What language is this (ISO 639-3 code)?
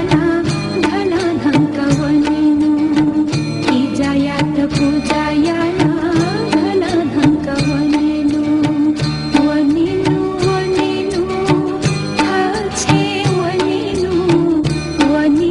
new